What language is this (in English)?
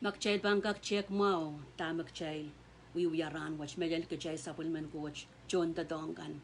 Pohnpeian